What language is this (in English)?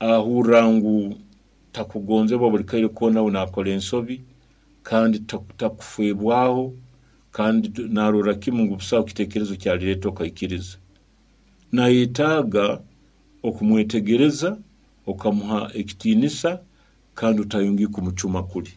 Nyoro